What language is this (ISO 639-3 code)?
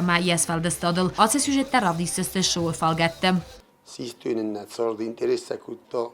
oss